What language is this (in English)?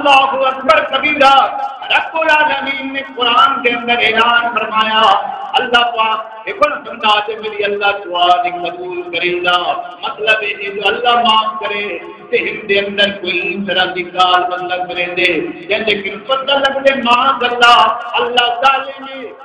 Saraiki